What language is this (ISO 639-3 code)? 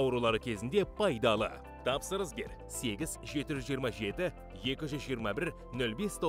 kaz